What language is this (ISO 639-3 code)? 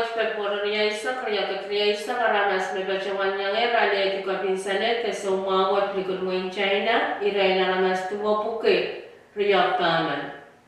pon